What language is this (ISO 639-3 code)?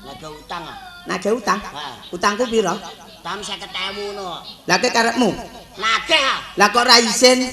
jav